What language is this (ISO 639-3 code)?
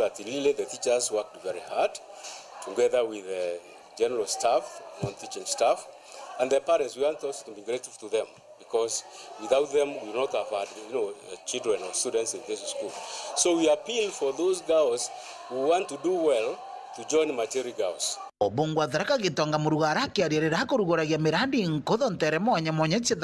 mer